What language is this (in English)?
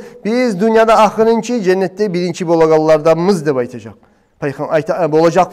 Kumyk